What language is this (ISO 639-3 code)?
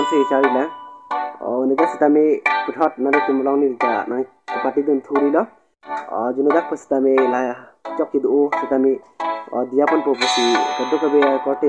mjw